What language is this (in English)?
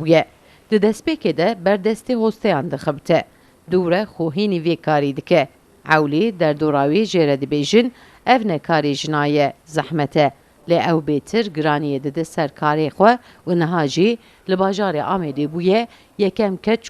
Kurdish